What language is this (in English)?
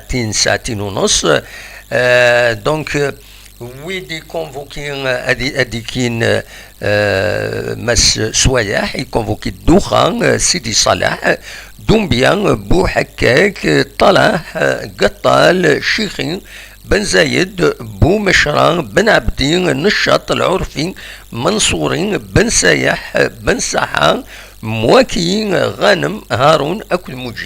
Kabyle